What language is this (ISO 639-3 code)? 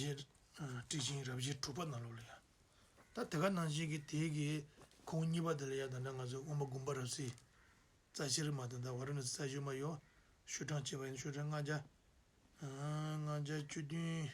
bod